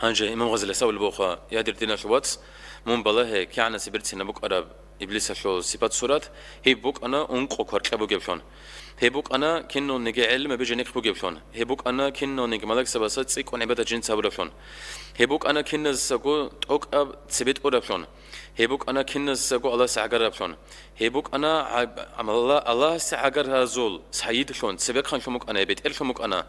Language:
Avaric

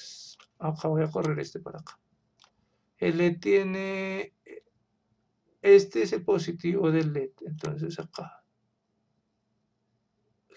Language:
Spanish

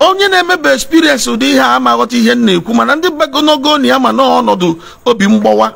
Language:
Igbo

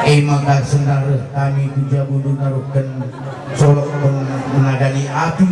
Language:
Batak Karo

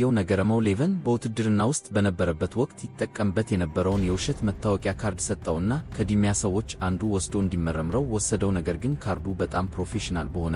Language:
Amharic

